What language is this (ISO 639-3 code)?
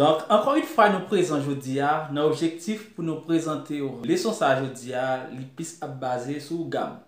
hat